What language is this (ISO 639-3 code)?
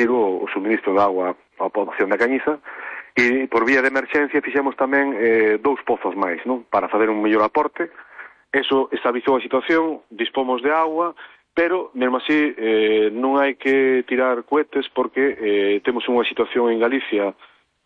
glg